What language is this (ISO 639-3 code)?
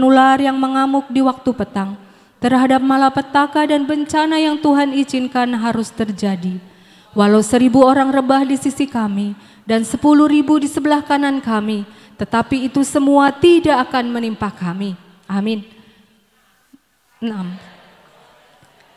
ind